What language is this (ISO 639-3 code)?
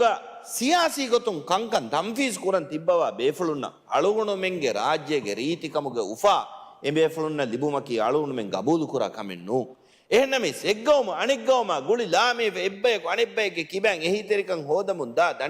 div